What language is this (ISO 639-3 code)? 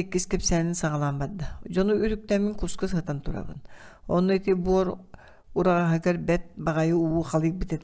sah